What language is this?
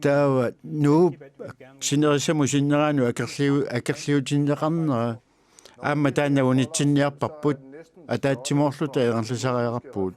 Kalaallisut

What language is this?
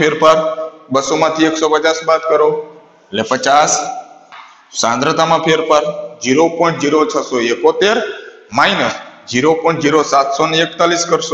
Gujarati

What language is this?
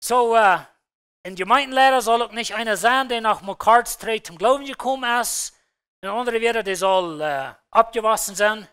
Plautdietsch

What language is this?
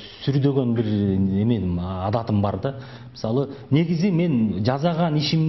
Kyrgyz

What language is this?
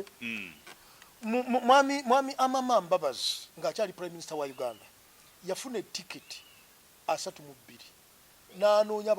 Ganda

